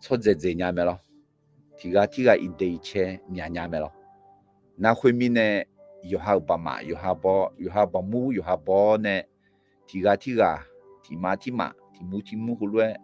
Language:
Akha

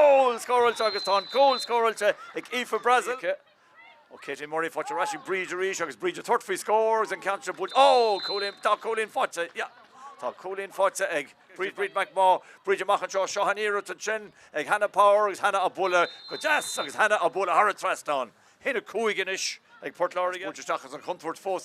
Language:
Irish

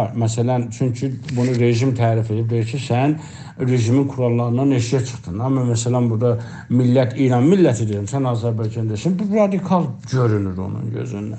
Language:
South Azerbaijani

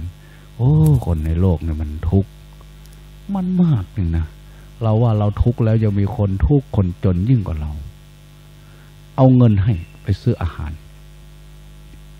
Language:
Thai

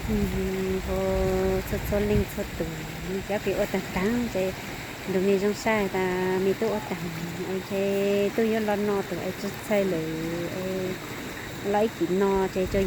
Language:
Hmong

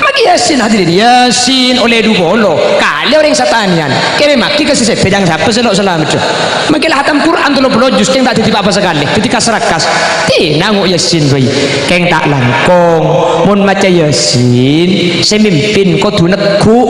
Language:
Madurese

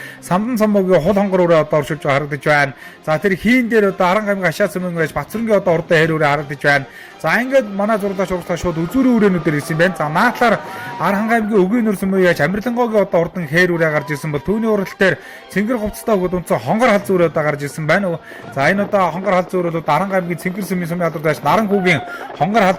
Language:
Mongolian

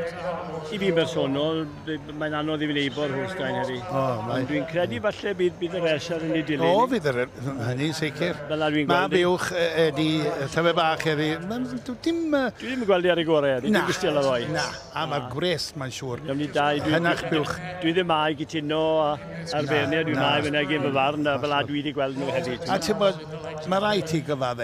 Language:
Welsh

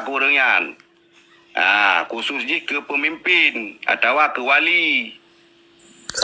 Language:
Achinese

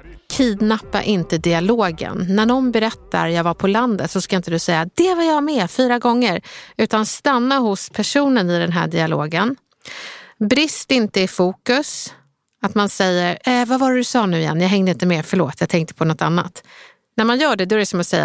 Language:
Swedish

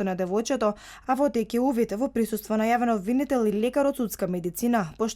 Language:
Macedonian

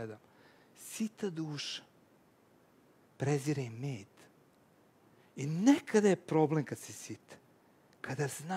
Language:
Serbian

